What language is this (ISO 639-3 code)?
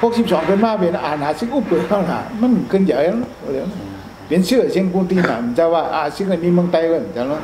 shn